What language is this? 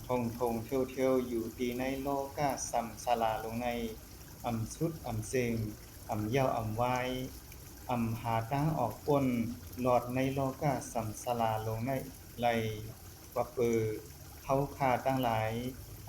Shan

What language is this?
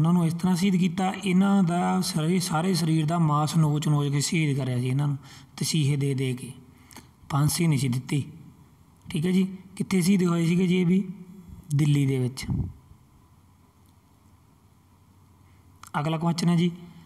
Punjabi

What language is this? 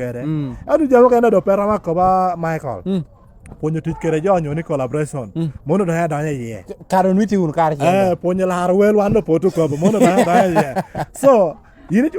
Lango (Uganda)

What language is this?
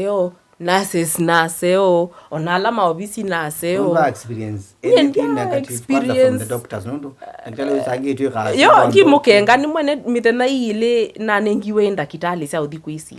Kamba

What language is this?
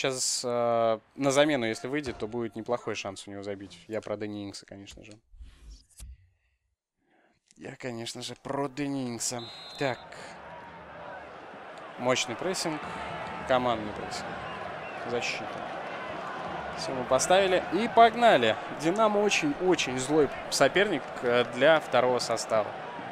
Russian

